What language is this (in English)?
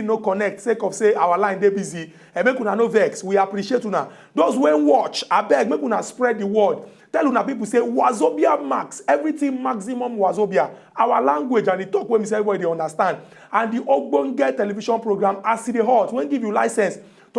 Nigerian Pidgin